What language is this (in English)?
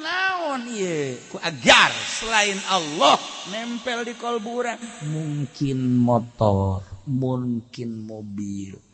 Sundanese